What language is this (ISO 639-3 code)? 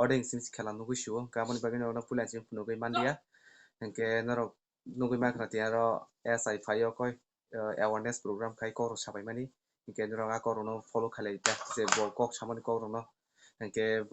trp